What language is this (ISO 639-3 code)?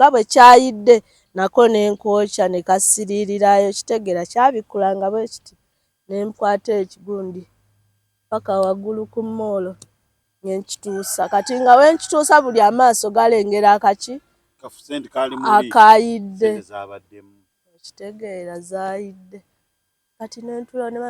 lug